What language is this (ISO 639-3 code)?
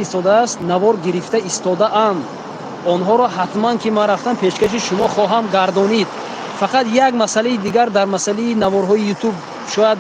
tgk